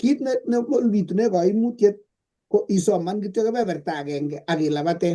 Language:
Kalenjin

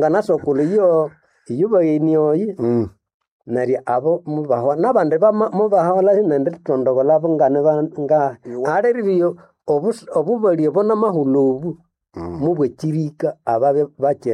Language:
Nande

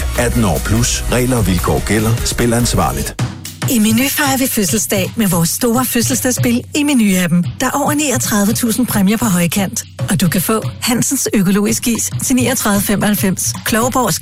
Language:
Danish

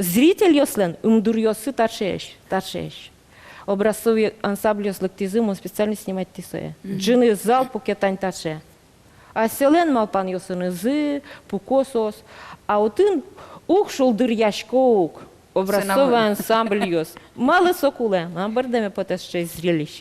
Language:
Udmurt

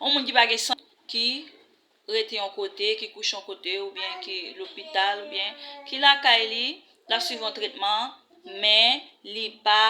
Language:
Haitian Creole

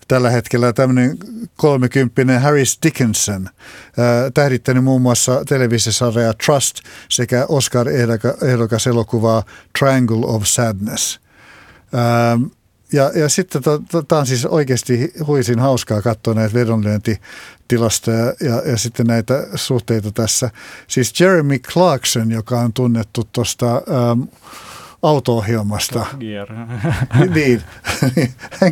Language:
Finnish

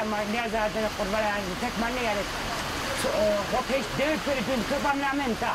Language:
Zaza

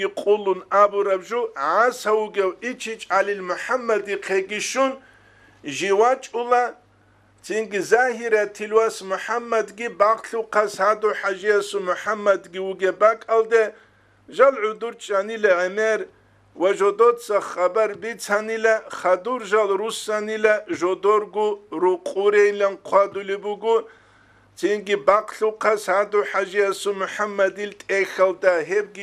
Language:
Avaric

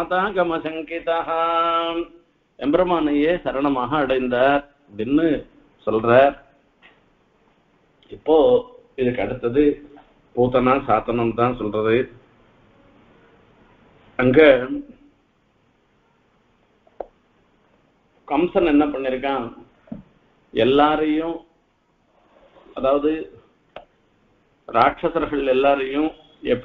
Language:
Tamil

